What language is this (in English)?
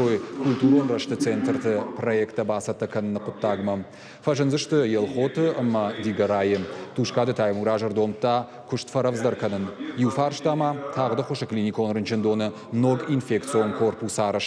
Ossetic